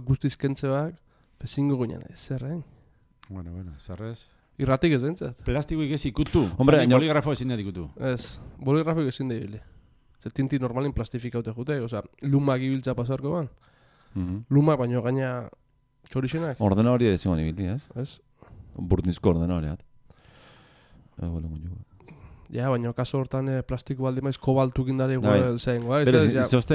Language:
Basque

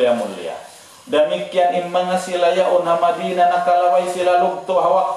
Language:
Tausug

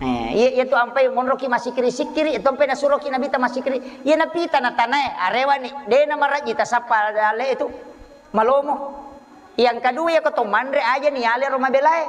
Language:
Buginese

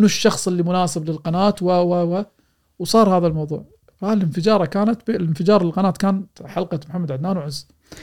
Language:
Gulf Arabic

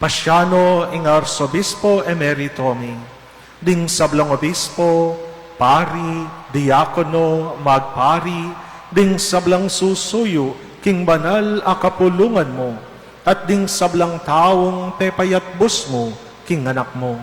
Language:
Pampanga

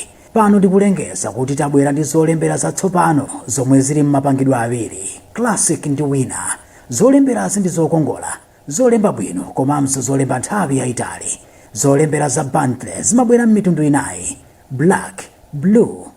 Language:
Nyanja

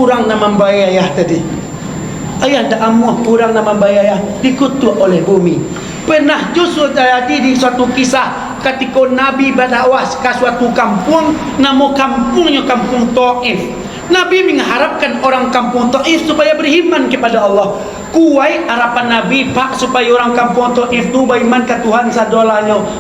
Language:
Minangkabau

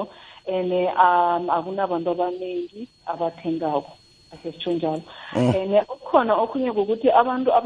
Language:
South Ndebele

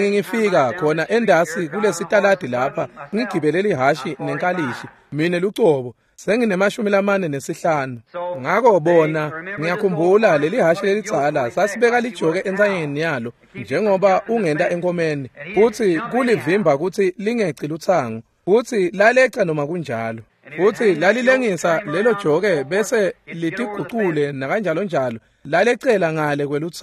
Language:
Swati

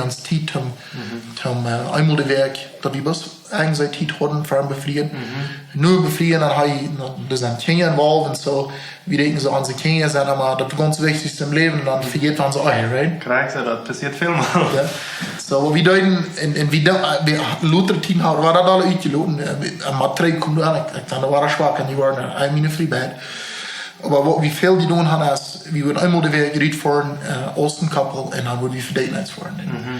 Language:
Plautdietsch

